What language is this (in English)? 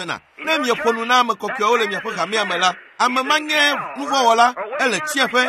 Ewe